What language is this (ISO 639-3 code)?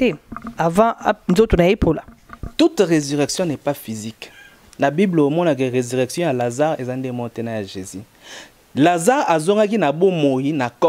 lin